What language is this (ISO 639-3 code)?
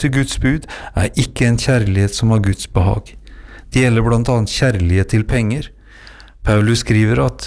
nor